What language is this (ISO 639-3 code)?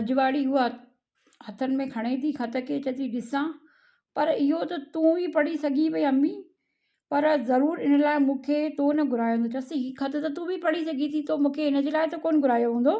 snd